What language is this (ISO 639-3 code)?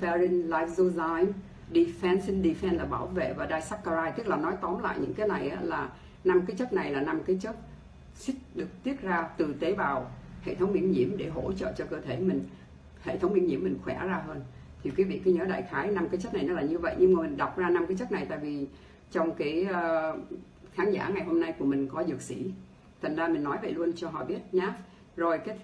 vie